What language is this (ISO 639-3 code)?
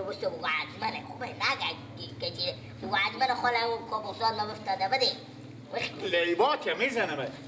fas